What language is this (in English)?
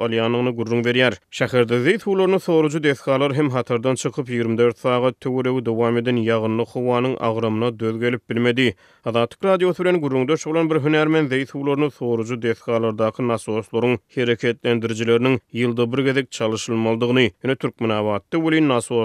Turkmen